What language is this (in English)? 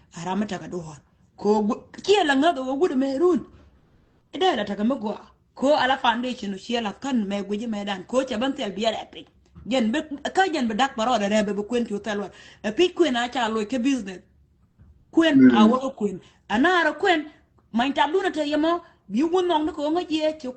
Nuer